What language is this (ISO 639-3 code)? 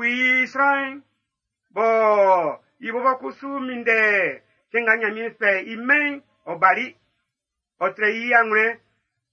bci